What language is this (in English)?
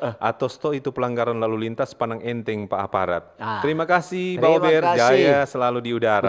Manado Malay